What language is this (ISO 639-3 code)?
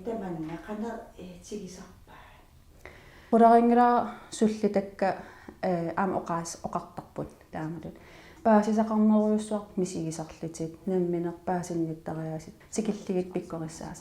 kal